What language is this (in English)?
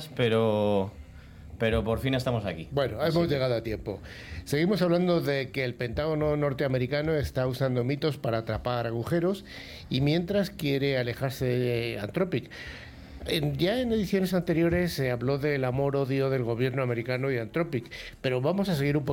Spanish